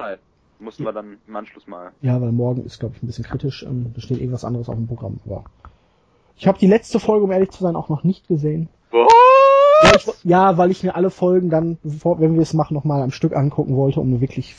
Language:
German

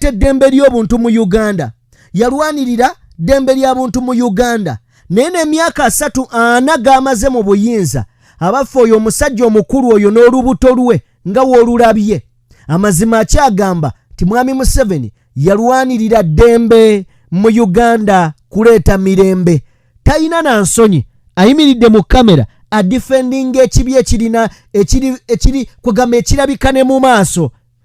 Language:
Ganda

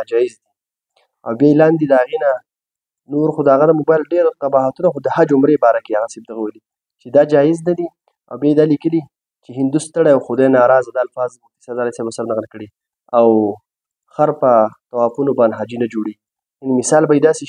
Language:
Pashto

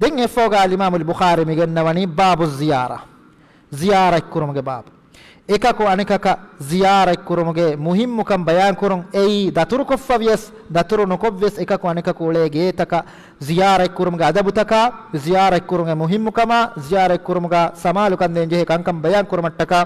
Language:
Divehi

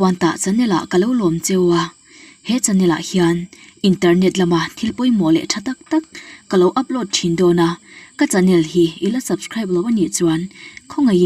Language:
Mizo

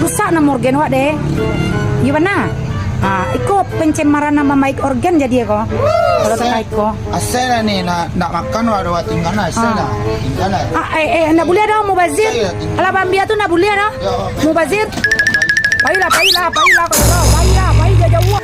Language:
Minangkabau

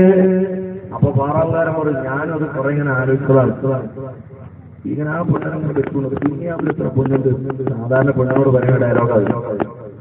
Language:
Malayalam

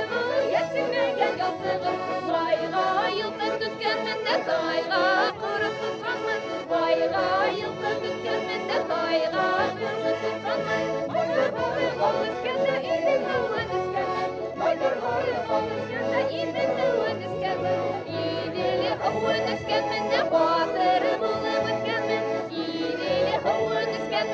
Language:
Bashkir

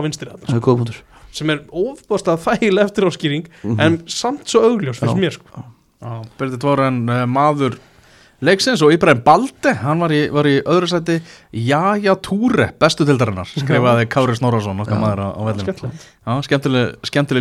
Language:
Icelandic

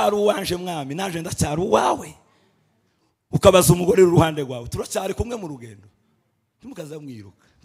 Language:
Kinyarwanda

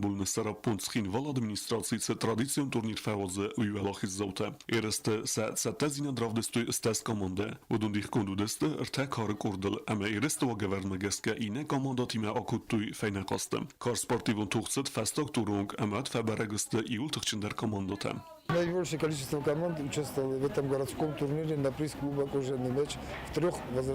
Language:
Ossetic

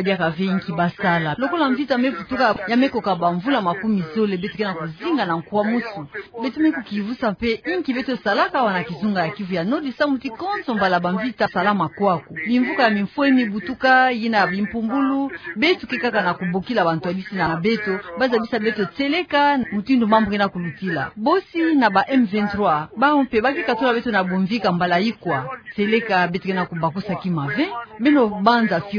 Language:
Kituba (Democratic Republic of Congo)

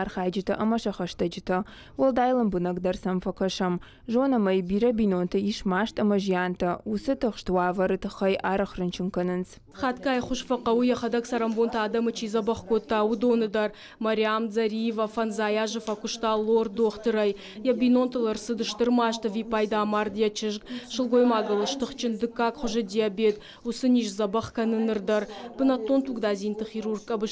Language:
Ossetic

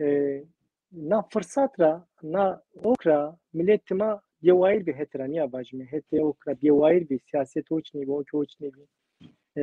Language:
Zaza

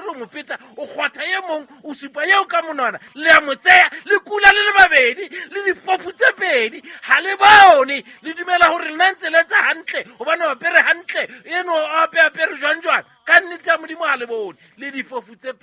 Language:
Southern Sotho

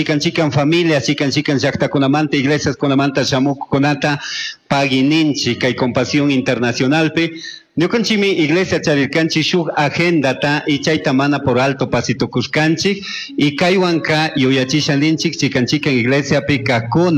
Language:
Chimborazo Highland Quichua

